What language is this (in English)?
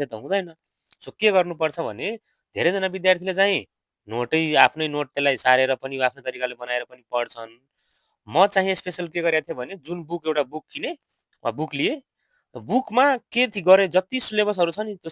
Nepali